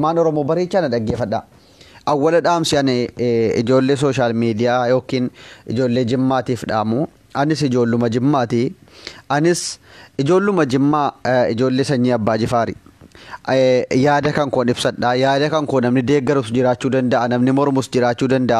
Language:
Oromo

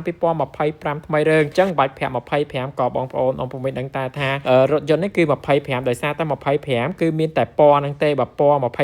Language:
Khmer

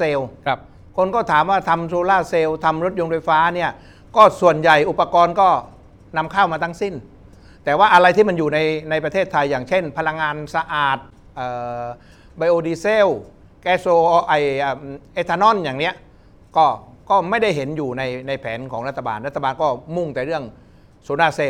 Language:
Thai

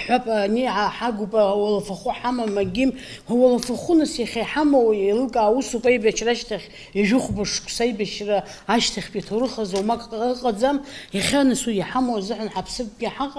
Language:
Abkhazian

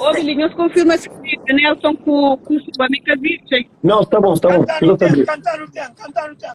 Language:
Kabuverdianu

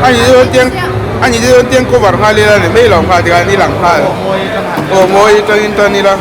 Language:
Mizo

